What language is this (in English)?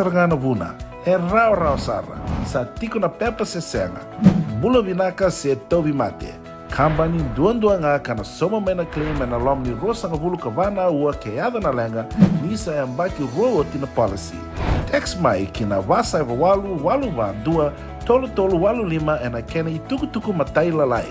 Fijian